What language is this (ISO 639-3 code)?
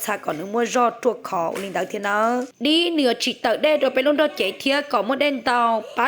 hmn